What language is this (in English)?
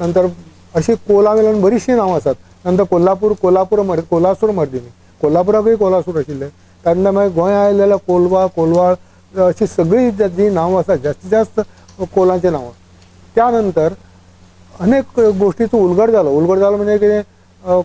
Konkani